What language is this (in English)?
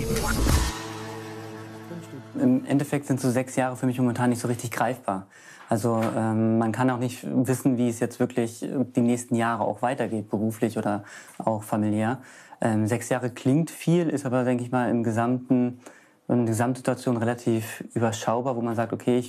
German